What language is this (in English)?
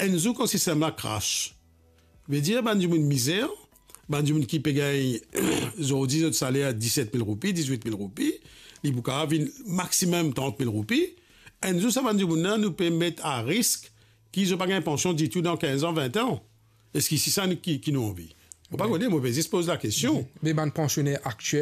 Morisyen